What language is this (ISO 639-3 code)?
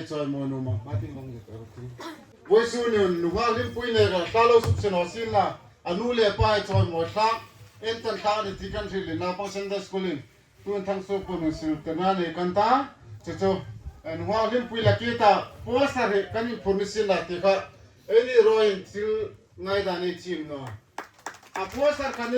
hmr